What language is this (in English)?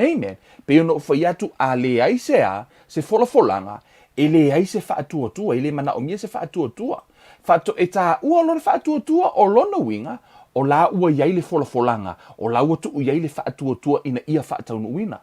Samoan